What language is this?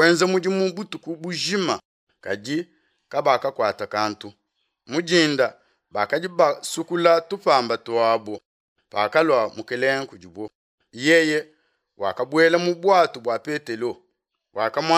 Luba-Lulua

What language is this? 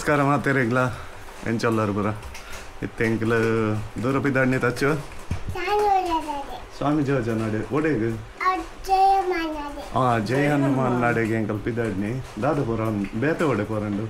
Tulu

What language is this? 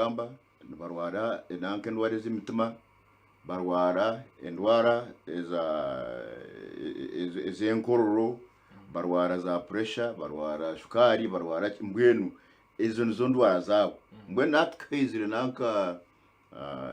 Nyankole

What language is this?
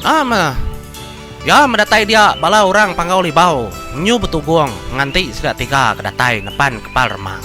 Iban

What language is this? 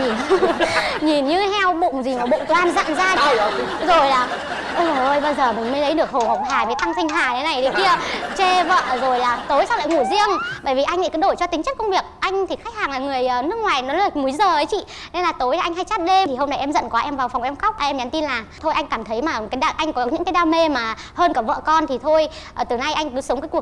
Vietnamese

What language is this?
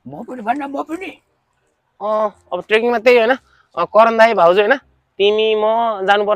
Nepali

